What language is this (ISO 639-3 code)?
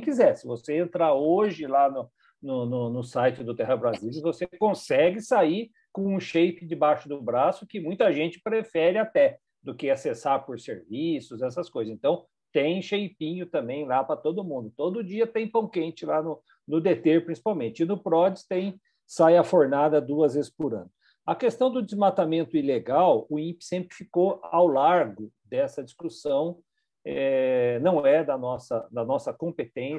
por